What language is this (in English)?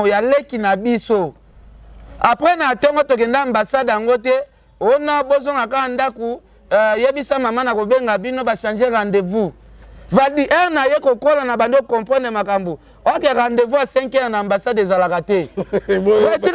Lingala